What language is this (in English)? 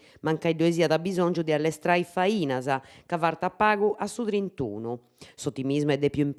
Sardinian